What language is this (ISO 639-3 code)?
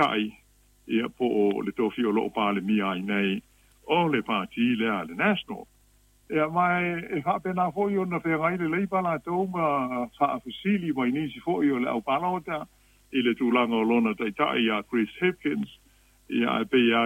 smo